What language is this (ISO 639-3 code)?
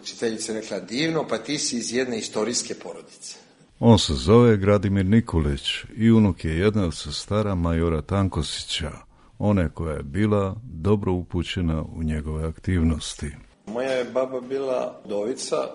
srp